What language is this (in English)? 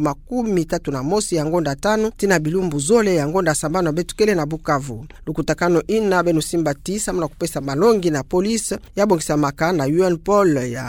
Kituba (Democratic Republic of Congo)